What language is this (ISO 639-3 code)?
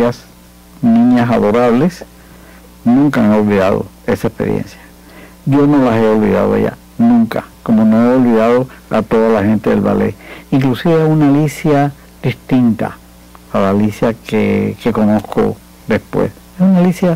spa